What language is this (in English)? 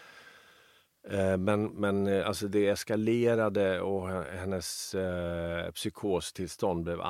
Swedish